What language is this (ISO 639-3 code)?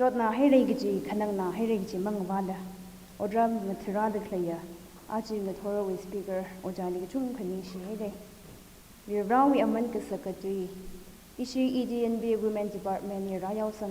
nmf